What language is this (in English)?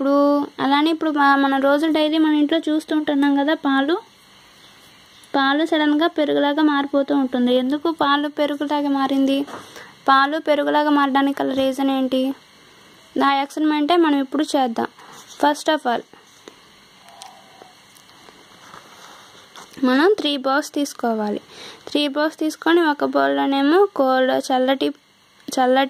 Telugu